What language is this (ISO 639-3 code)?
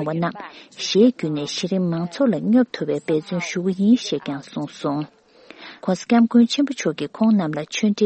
bod